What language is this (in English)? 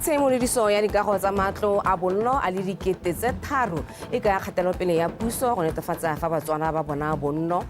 Tswana